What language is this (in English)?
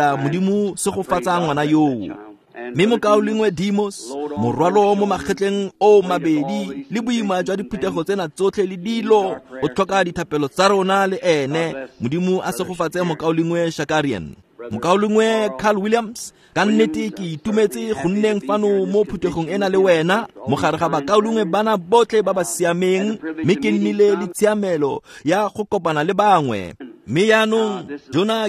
Tswana